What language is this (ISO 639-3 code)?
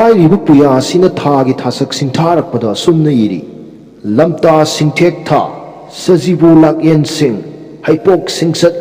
mni